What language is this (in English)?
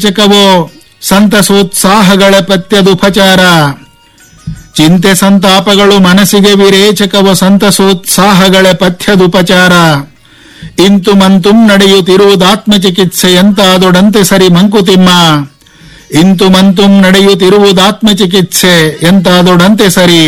Kannada